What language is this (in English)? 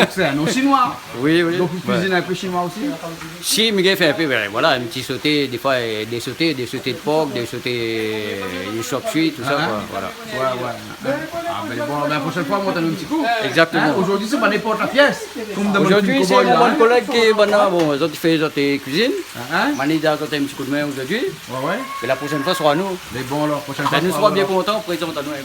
Réunion Creole French